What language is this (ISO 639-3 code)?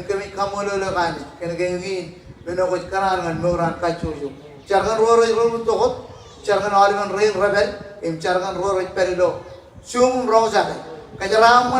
mah